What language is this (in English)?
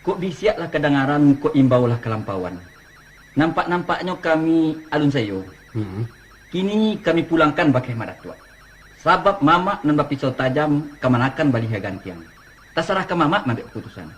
Minangkabau